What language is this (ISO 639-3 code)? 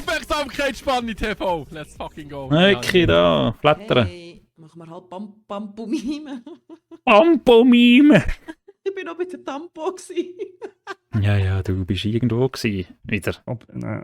gsw